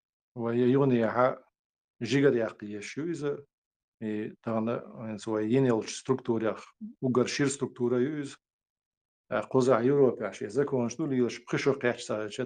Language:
Chechen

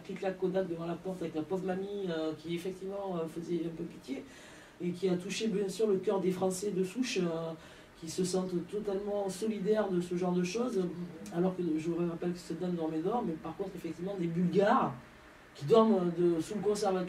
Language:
French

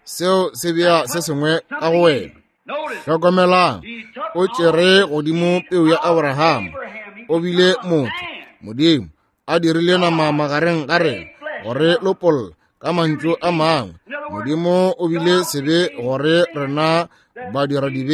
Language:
Northern Sotho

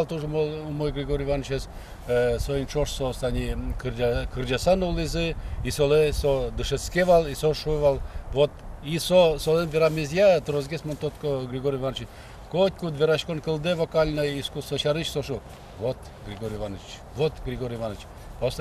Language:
Udmurt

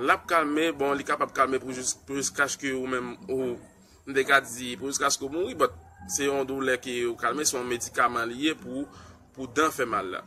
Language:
Haitian Creole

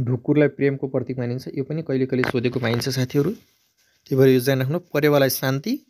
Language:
Nepali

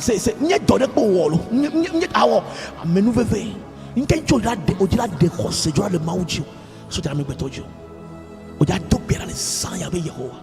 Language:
Ewe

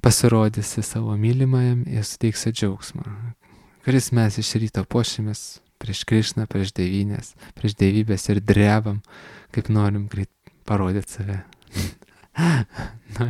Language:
Lithuanian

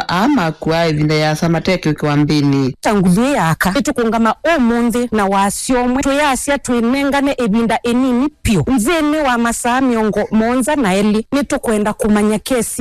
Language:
Kamba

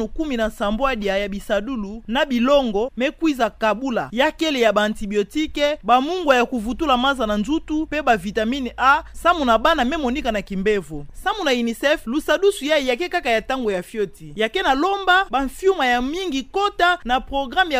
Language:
Kituba (Democratic Republic of Congo)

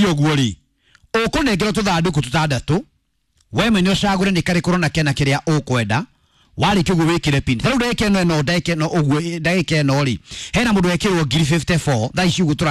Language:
Kikuyu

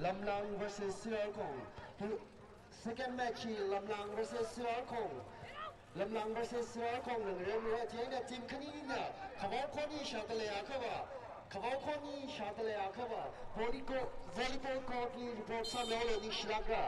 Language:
Tangkhul Naga (India)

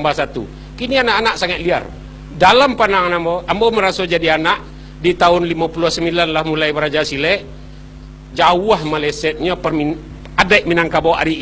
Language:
Minangkabau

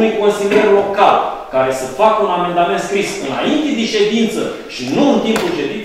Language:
Romanian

